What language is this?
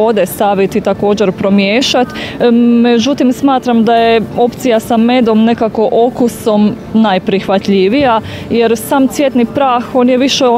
Croatian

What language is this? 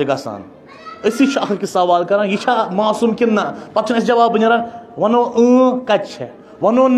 Kashmiri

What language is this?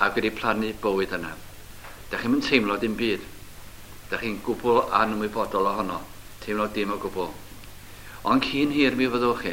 Welsh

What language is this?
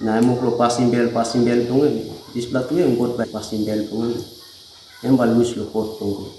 Tok Pisin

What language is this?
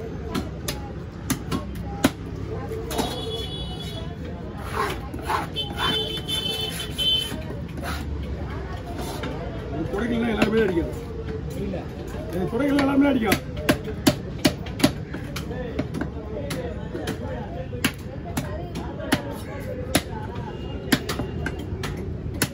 Tamil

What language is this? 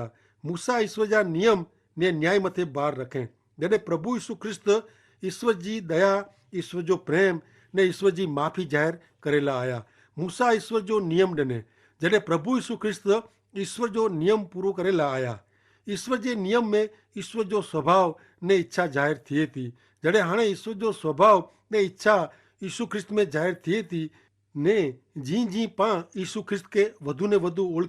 Kachhi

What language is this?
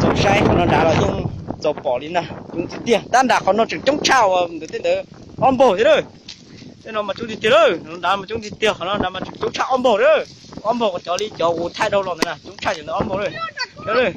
Hmong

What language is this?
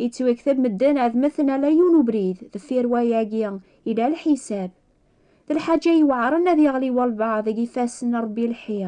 Kabyle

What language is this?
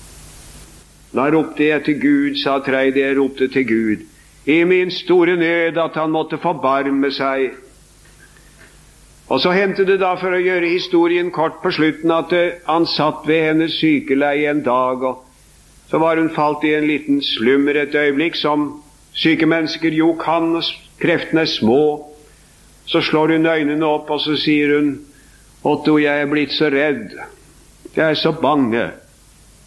Norwegian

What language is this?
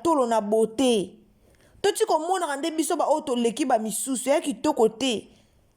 Lingala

